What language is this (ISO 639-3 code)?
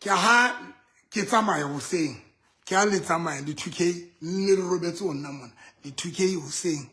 sot